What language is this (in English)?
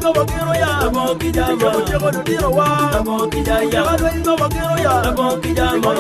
Acoli